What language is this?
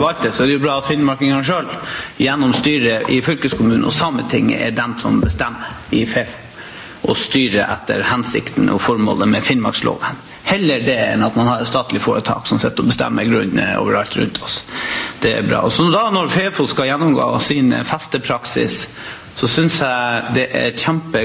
Norwegian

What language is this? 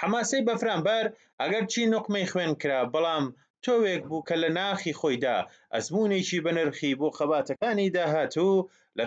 Central Kurdish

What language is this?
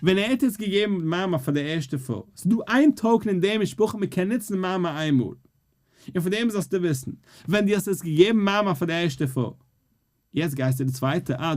Yiddish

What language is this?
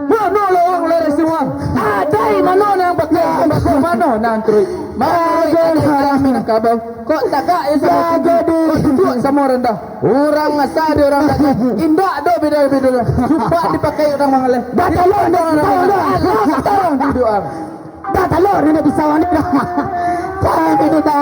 Minangkabau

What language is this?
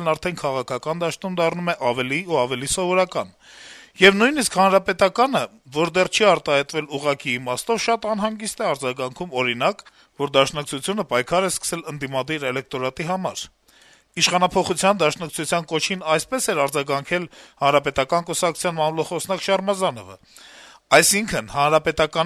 Armenian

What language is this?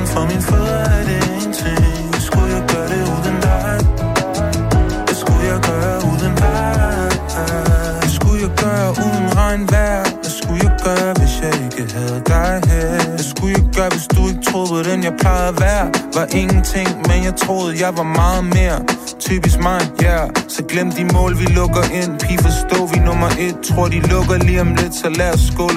Danish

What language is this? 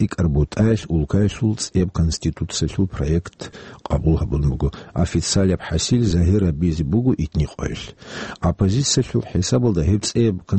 Avaric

